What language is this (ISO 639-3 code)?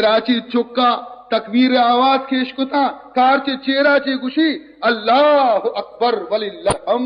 bal